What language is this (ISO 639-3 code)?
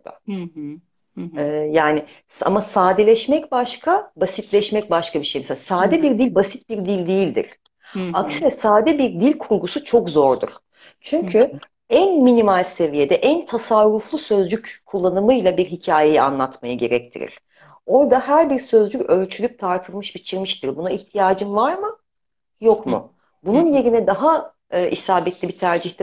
tur